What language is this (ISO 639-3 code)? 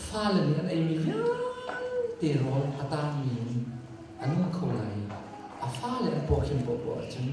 cnh